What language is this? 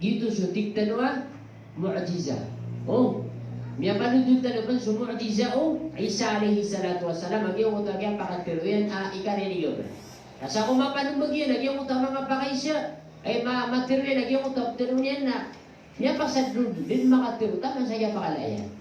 Maranao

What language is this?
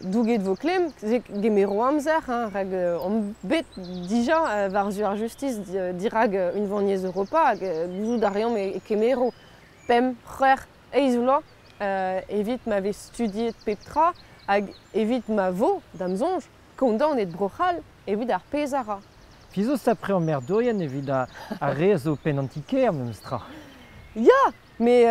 Breton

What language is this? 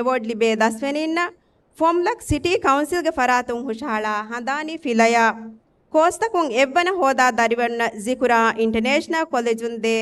Divehi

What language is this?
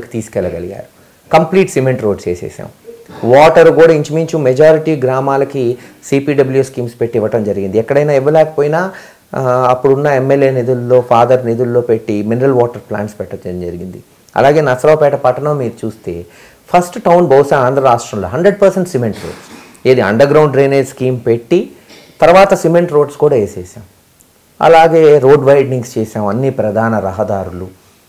Telugu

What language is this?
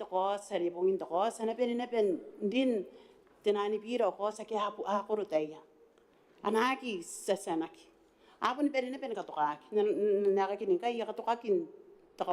Gilbertese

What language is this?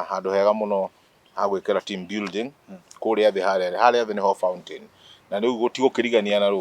Kikuyu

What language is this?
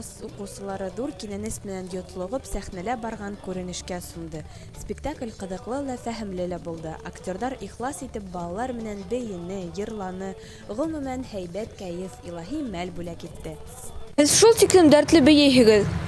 Bashkir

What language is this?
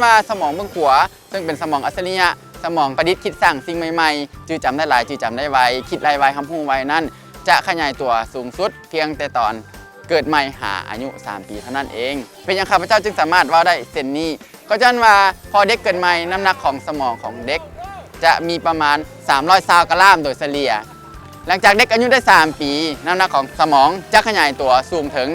Lao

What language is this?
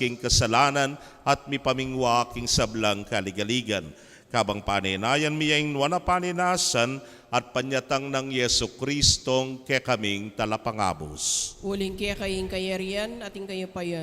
Pampanga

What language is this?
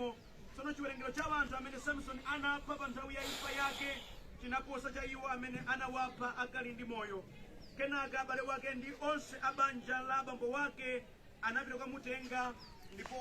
Nyanja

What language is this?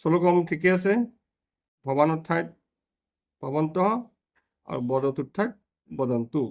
Assamese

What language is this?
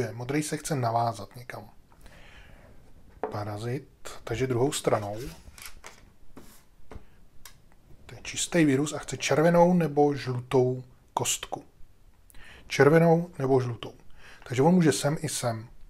Czech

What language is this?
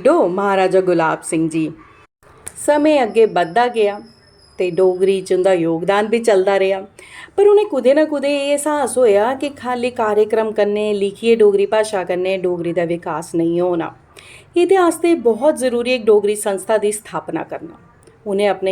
Dogri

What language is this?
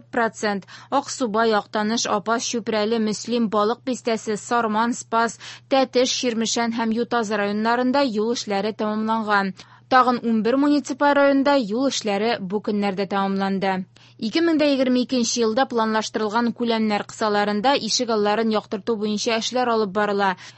Tatar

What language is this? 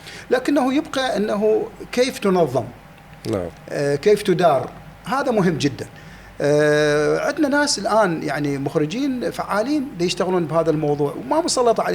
Mesopotamian Arabic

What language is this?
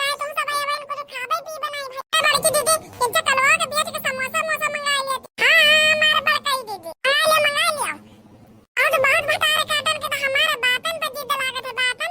Awadhi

